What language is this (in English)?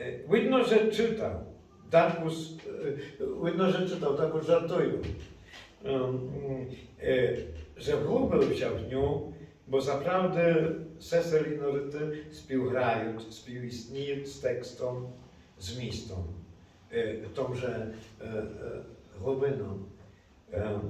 Rusyn